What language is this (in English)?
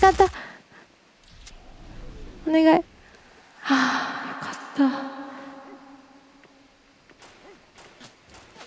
Japanese